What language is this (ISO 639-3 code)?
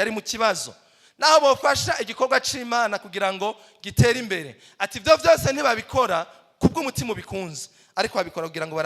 run